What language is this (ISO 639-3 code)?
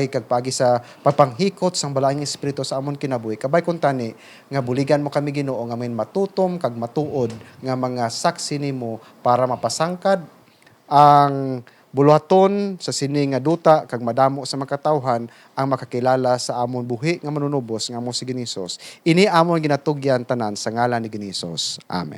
hil